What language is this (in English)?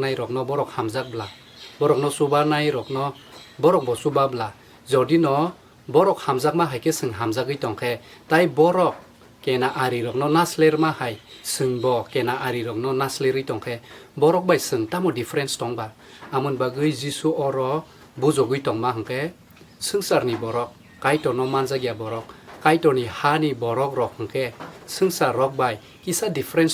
Kok Borok